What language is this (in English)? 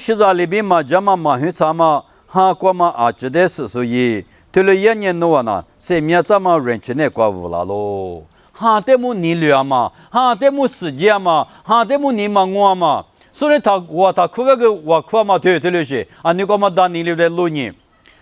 Lisu